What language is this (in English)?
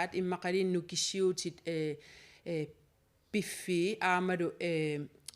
Kalaallisut